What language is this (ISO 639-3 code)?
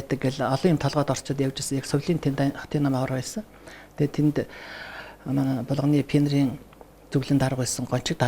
mon